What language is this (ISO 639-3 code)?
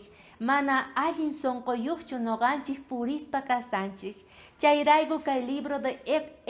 quh